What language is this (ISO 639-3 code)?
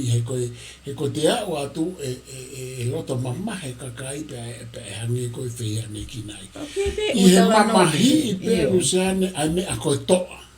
ton